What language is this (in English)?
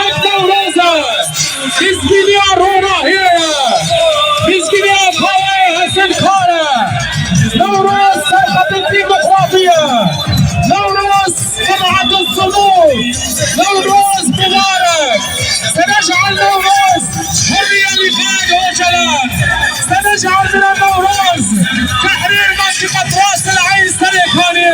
Kurdish